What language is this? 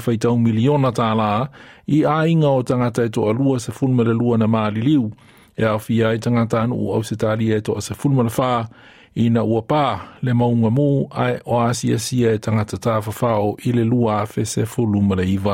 Samoan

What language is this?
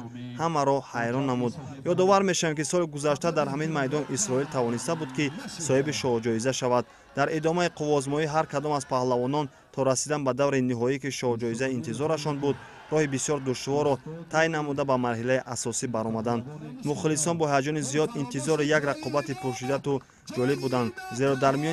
Tajik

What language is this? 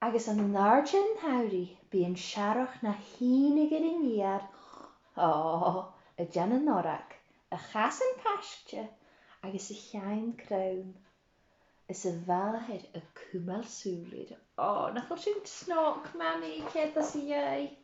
Scottish Gaelic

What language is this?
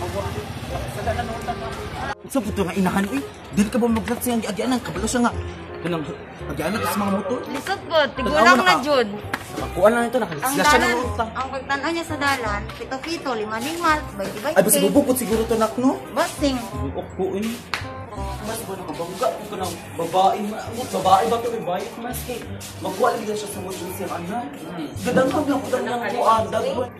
Cebuano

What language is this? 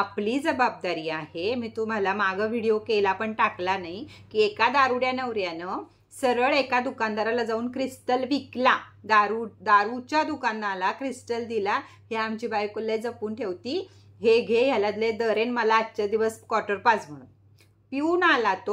Marathi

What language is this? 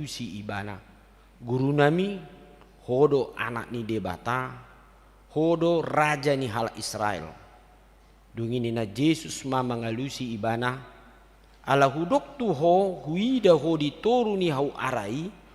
Batak Toba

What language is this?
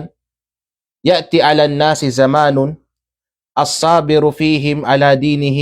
Kalagan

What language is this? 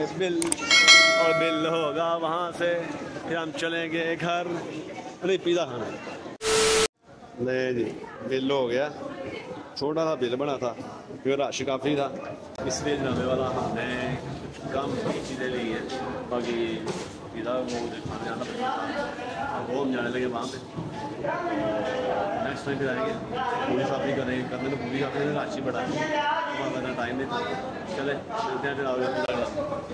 Hindi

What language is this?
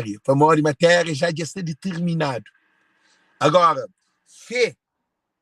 Kabuverdianu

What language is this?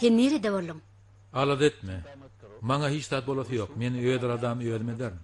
Turkmen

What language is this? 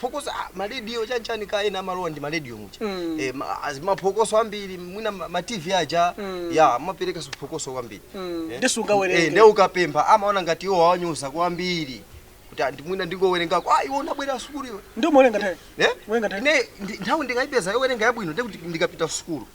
Nyanja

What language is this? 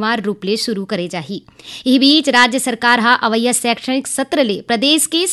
Chhattisgarhi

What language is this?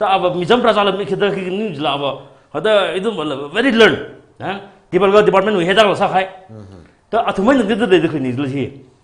Tangkhul Naga (India)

